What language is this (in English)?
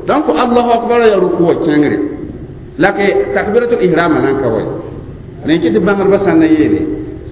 Mossi